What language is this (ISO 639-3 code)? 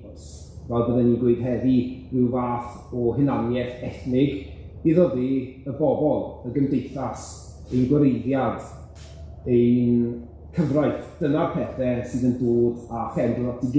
cym